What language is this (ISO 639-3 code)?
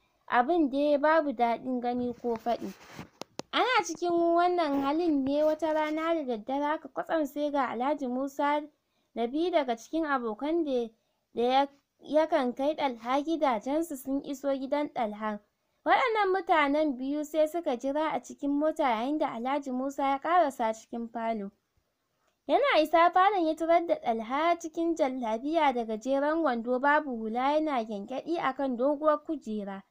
hau